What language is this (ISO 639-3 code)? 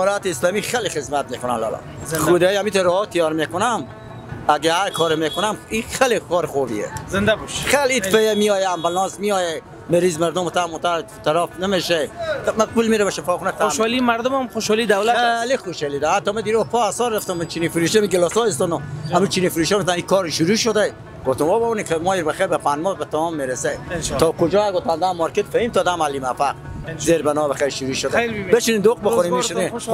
fas